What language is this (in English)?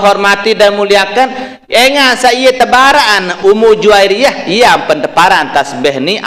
Sasak